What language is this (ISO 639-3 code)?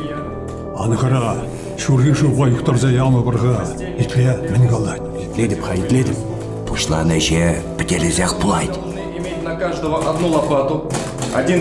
chv